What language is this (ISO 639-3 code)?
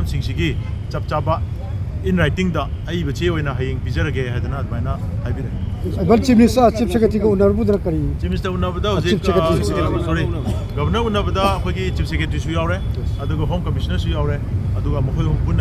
mni